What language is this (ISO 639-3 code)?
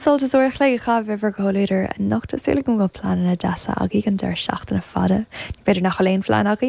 gle